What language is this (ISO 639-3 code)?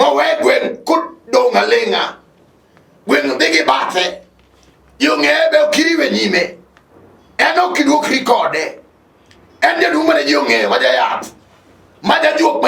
luo